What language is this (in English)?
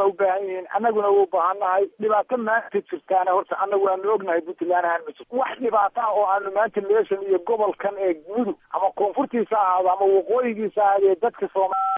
Somali